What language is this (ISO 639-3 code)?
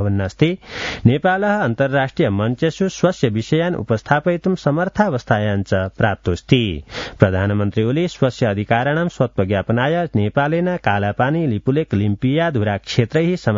san